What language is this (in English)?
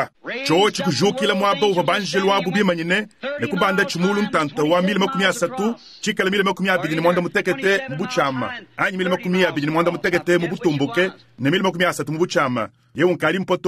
Luba-Lulua